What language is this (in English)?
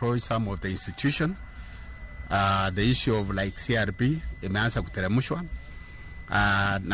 Luo (Kenya and Tanzania)